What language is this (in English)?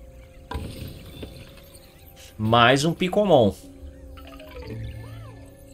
Portuguese